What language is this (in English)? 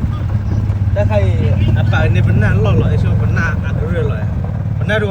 S'gaw Karen